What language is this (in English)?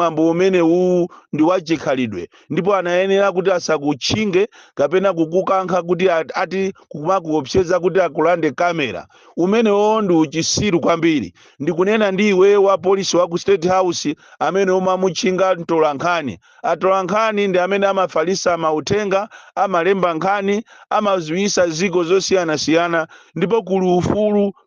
Nyanja